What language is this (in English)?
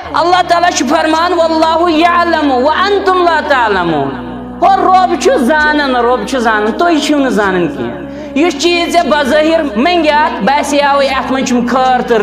Kashmiri